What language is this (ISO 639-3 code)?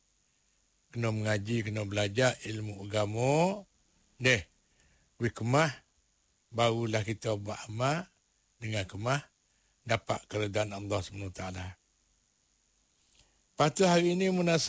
msa